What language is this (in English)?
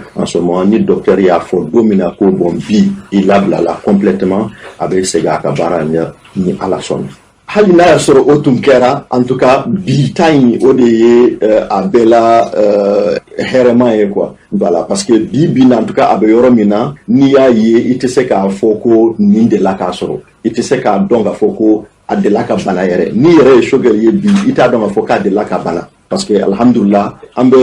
Bambara